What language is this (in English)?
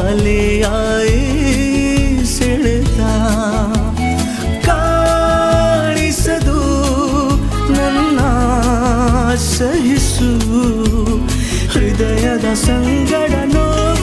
Kannada